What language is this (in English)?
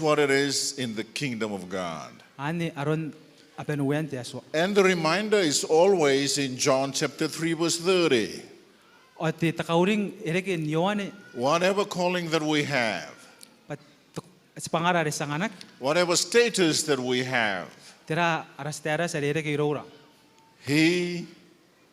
Gilbertese